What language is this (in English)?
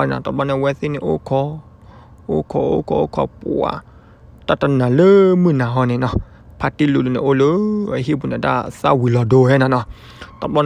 S'gaw Karen